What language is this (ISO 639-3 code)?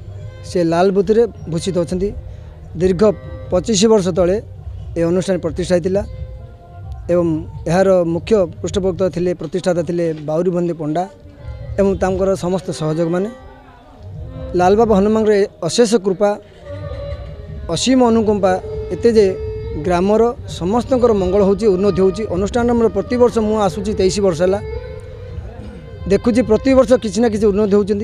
ori